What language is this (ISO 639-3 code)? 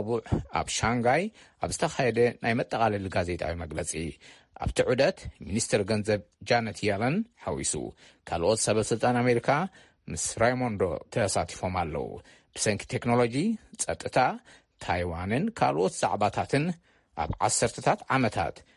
tir